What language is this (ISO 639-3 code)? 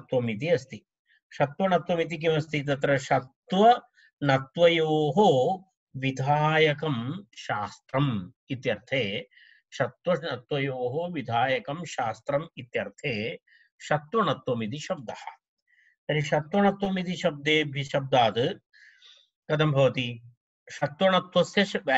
san